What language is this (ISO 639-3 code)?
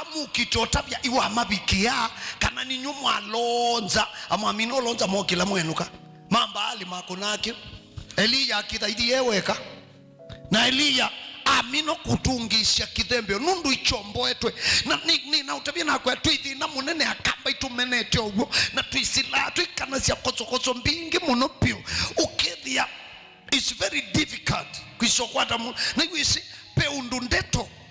kam